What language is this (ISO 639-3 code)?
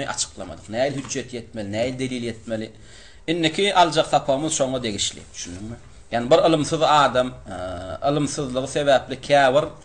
tuk